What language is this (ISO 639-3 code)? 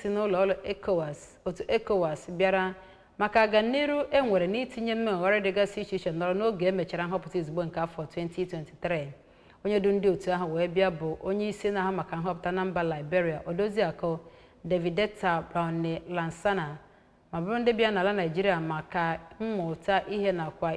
ibo